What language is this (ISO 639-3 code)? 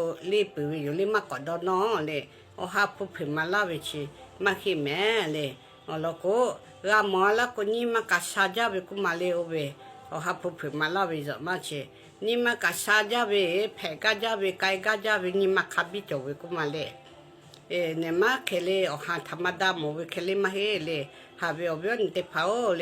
lhu